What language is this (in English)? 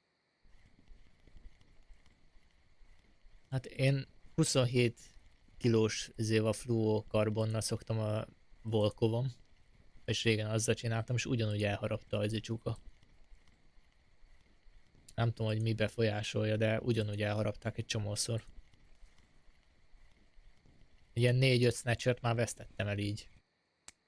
Hungarian